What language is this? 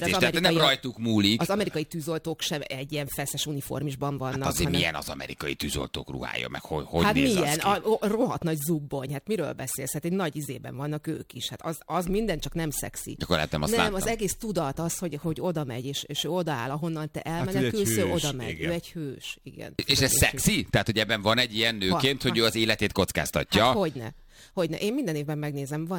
Hungarian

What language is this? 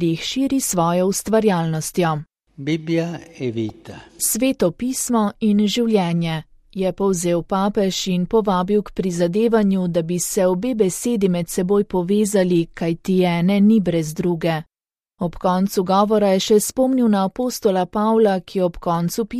Slovenian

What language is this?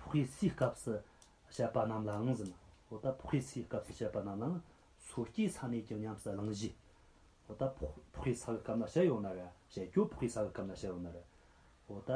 Tibetan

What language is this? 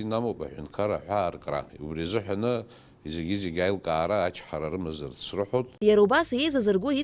Abkhazian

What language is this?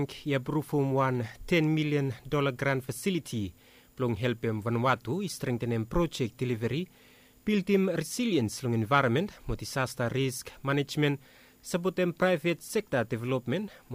Bislama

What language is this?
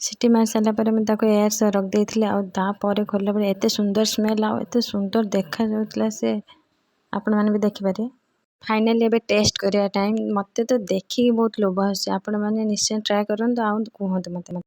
Odia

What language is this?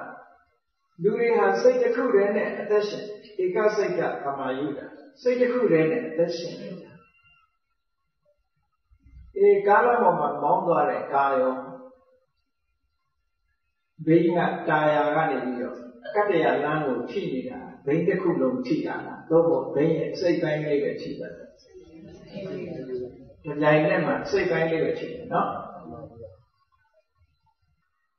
Burmese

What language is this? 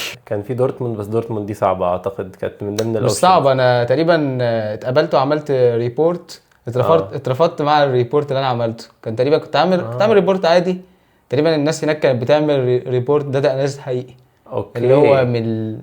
Egyptian Arabic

